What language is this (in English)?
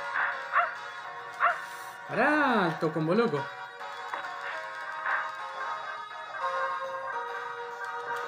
Spanish